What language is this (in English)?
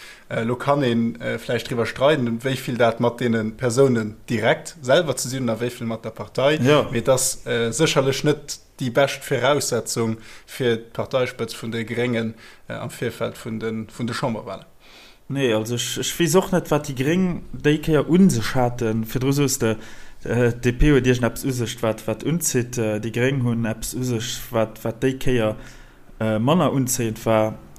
Luxembourgish